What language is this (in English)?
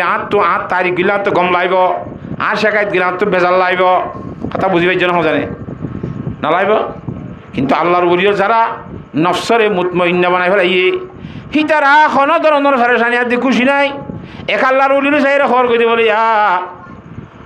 Rohingya